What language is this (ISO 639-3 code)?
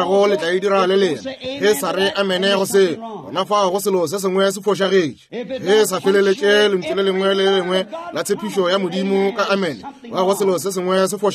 nso